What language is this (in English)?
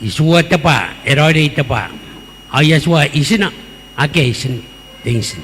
Gilbertese